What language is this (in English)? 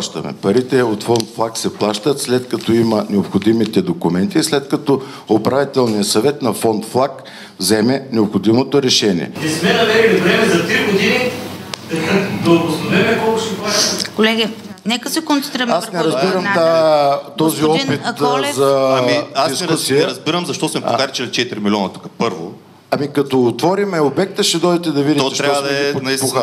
Bulgarian